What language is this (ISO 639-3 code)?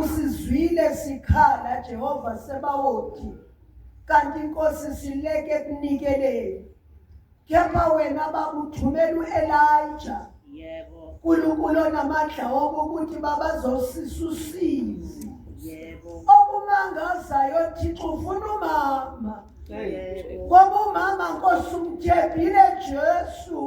zul